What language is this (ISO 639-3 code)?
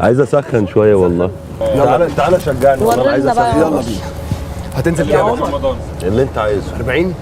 arz